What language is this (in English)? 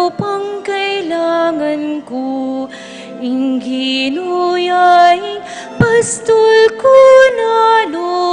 Pampanga